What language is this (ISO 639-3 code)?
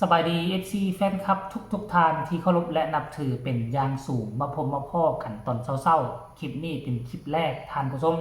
tts